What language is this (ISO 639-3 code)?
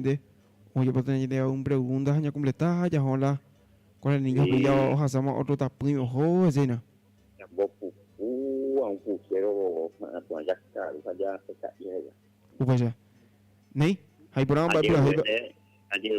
grn